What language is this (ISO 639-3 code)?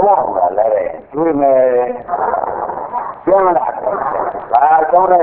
mya